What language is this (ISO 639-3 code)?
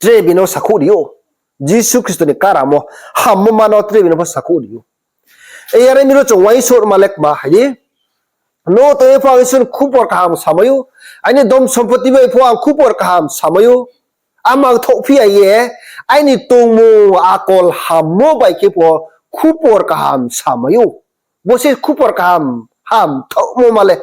ria